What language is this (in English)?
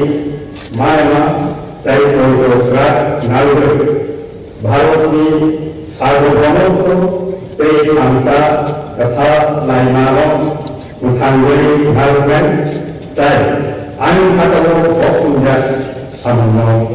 Riang (India)